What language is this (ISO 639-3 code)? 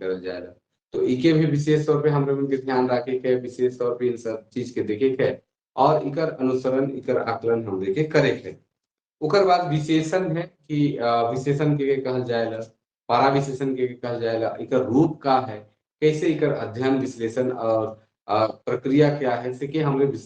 sck